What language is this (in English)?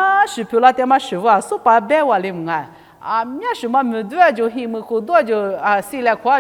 Lisu